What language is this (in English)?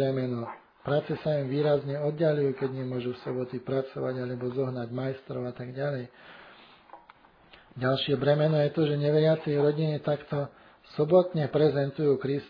Slovak